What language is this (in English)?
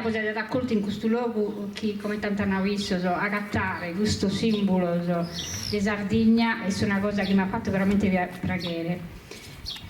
Sardinian